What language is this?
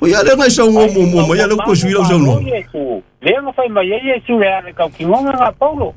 Samoan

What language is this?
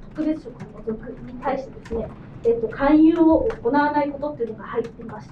Japanese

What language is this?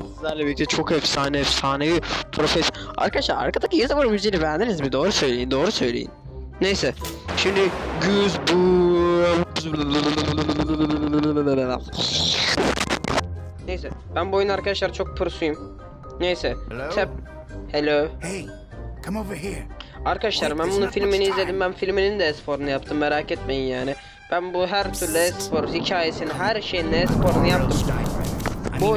Turkish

